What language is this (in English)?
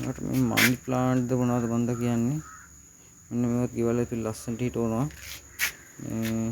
Sinhala